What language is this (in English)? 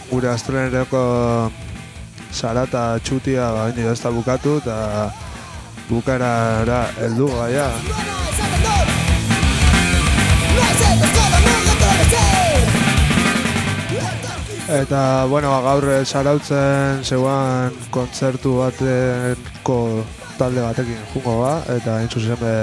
Basque